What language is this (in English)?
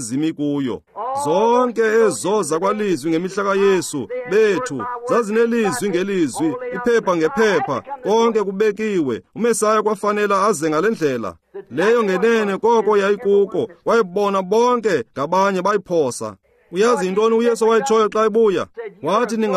Xhosa